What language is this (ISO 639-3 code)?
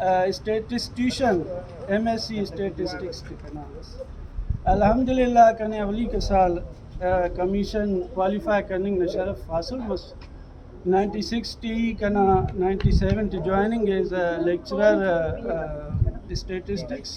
brh